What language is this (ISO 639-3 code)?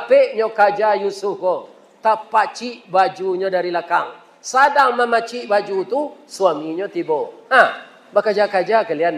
min